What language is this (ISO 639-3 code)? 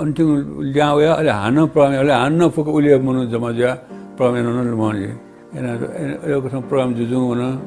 new